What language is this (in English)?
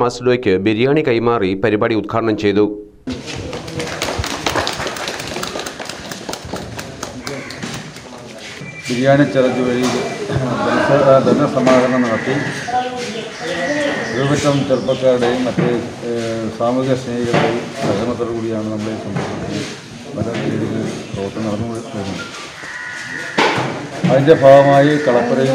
Malayalam